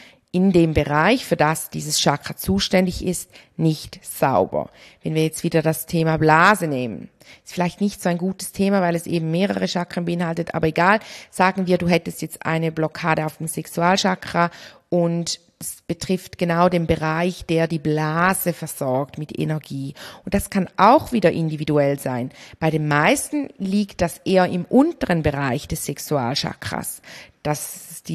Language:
German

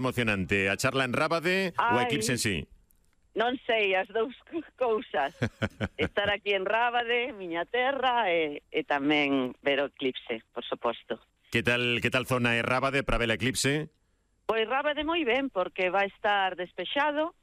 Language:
Galician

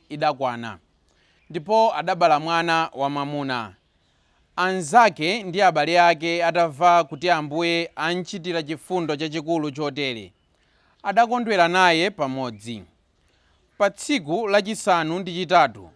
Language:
Nyanja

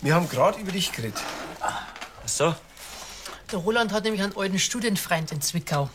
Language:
Bavarian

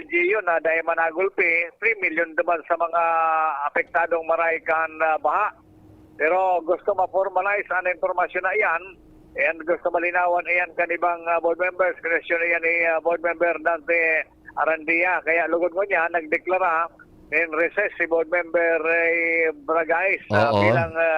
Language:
Bikol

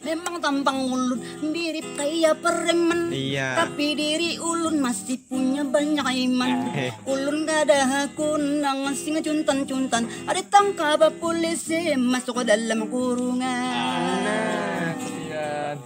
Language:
Banjar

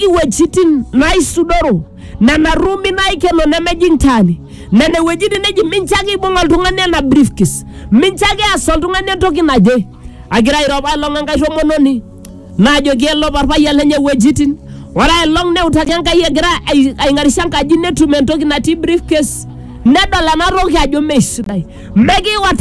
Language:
Masai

